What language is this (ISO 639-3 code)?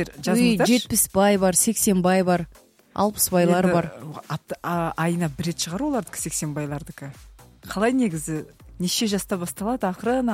kaz